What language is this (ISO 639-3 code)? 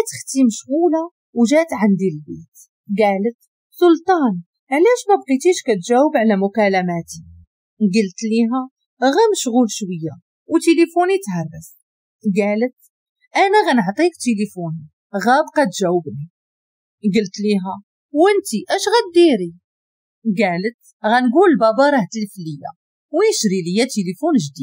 ary